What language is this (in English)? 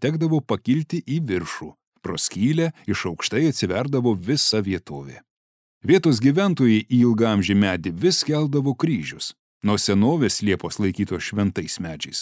Lithuanian